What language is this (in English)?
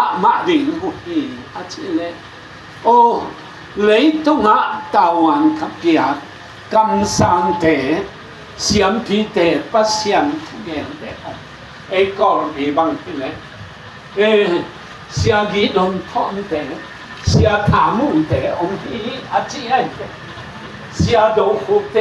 Tedim Chin